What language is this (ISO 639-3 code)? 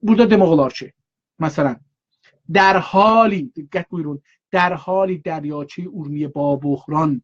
azb